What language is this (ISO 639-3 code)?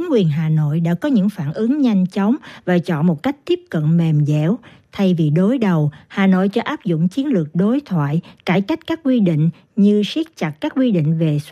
vie